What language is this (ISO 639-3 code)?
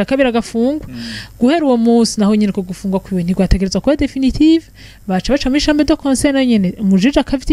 run